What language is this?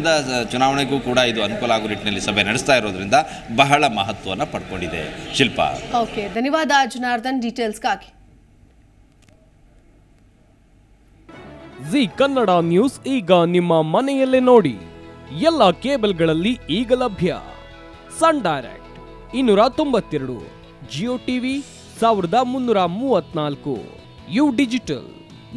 Kannada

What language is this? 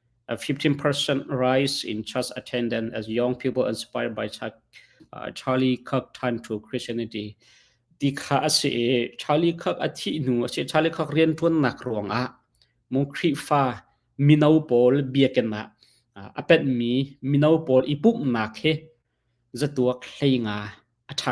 Hakha Chin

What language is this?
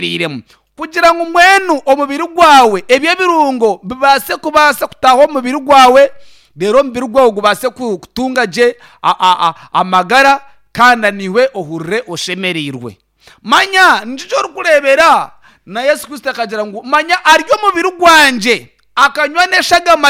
Nyankole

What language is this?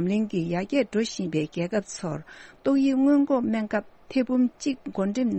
Tibetan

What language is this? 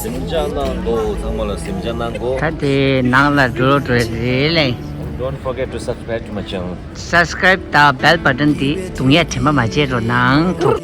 Tibetan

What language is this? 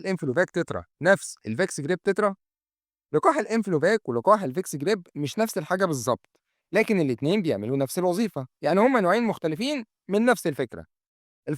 Egyptian Arabic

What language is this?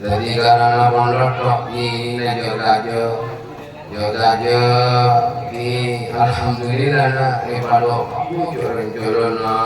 Madurese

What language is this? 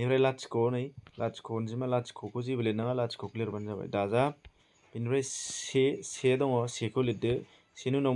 Bodo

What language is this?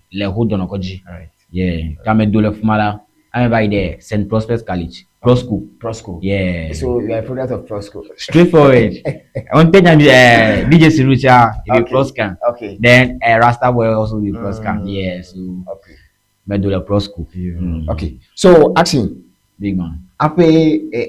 Ewe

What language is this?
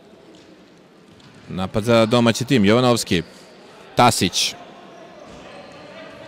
Serbian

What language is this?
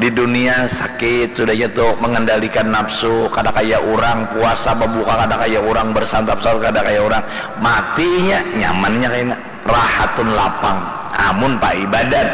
Banjar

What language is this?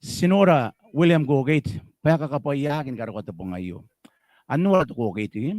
Gilbertese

